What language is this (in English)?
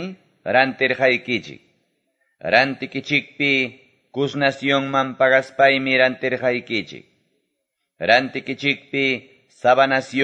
Quechua